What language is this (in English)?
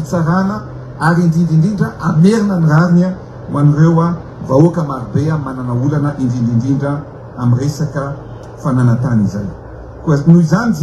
Malagasy